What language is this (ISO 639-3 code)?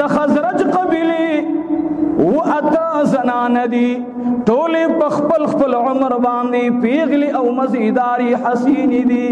pus